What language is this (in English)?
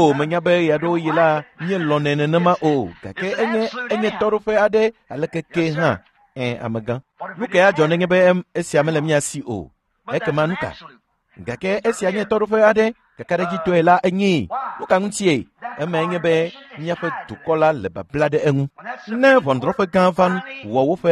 Ewe